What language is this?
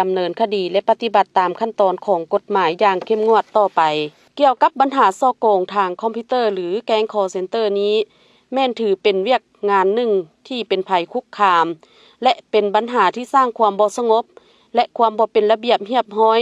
Lao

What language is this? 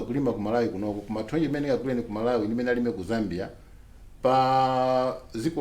Nyanja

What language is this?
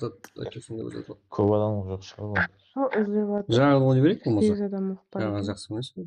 Kara-Kalpak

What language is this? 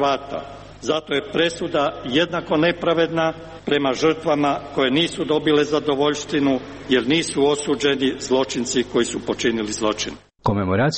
Croatian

